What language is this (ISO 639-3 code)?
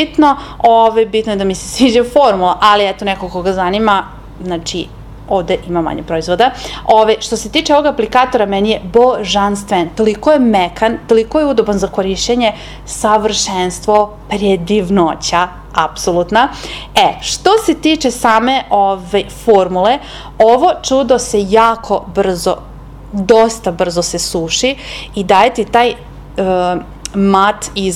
srp